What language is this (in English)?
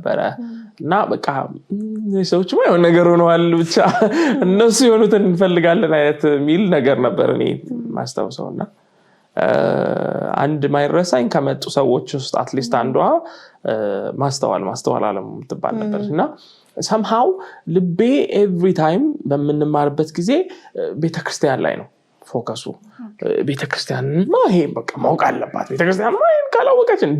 Amharic